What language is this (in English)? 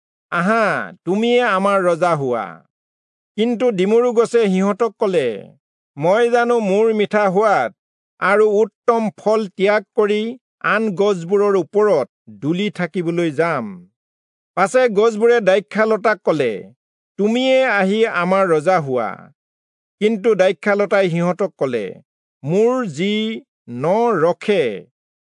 Assamese